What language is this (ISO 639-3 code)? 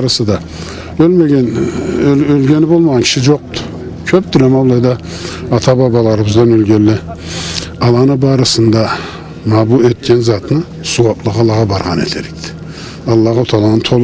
krc